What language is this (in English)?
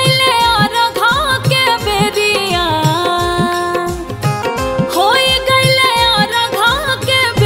Bhojpuri